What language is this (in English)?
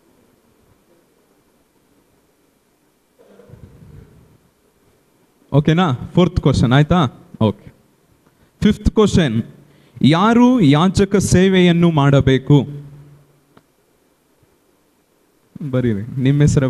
Kannada